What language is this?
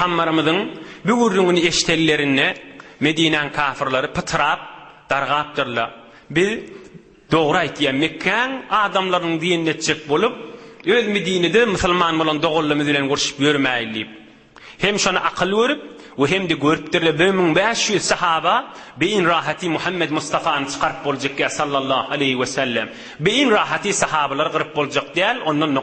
Turkmen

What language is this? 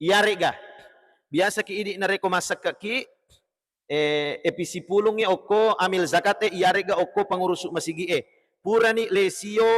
Buginese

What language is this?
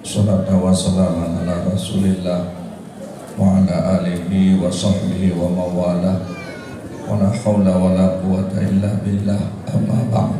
Achinese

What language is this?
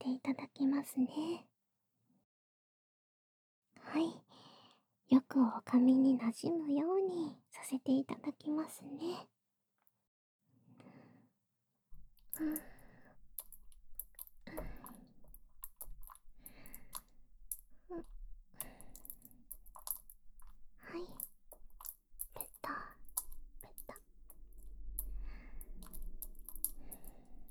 Japanese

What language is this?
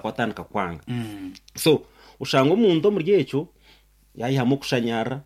Nyankole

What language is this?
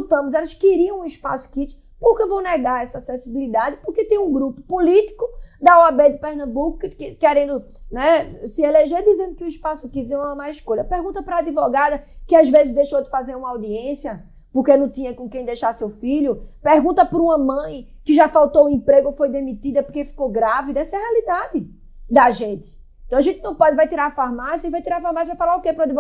Portuguese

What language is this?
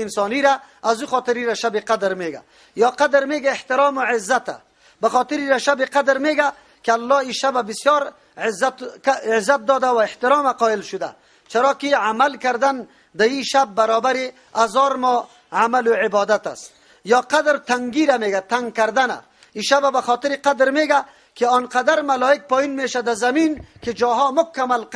Persian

